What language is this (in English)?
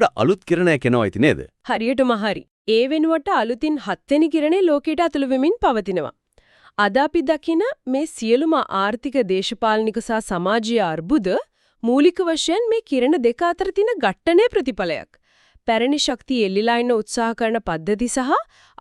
Sinhala